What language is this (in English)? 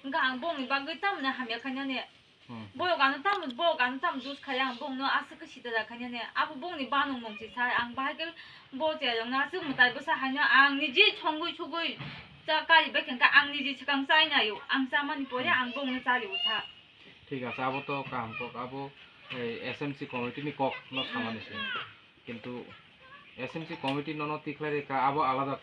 Kok Borok